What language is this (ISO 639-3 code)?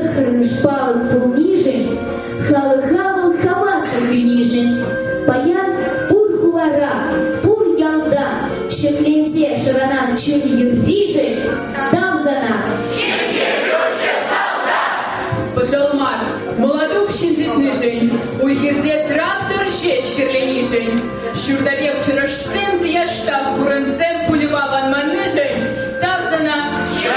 chv